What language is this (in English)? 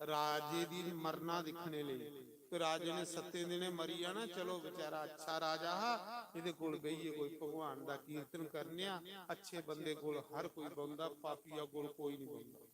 Dogri